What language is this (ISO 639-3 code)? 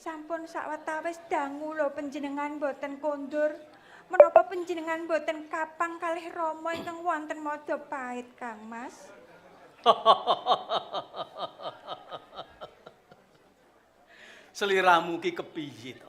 jav